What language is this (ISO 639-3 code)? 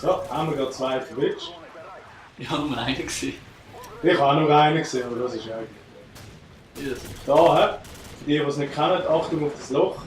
gsw